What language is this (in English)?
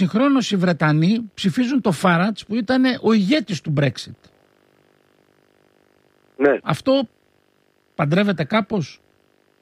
Greek